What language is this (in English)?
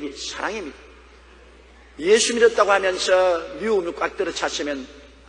Korean